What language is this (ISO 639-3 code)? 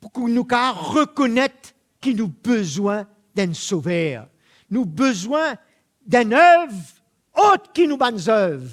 mfe